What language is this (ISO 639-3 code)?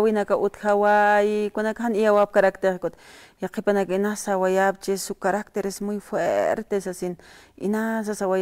aym